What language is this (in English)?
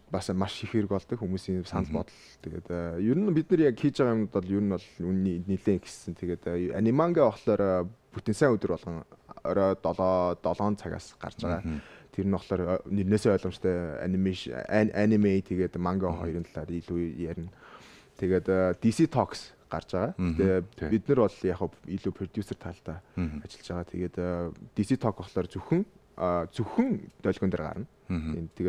Mongolian